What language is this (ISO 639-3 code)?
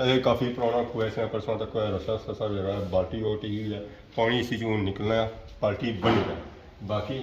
phr